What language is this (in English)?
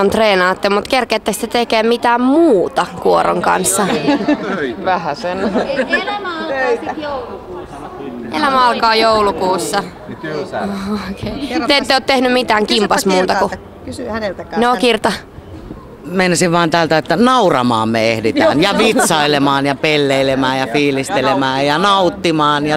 Finnish